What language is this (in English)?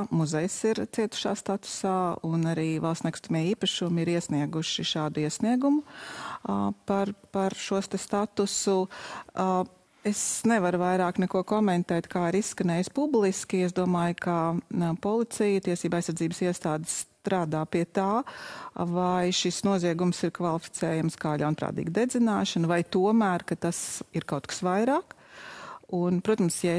Latvian